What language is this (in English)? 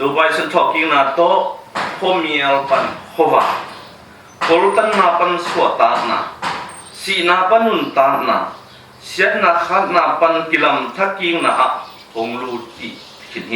Tedim Chin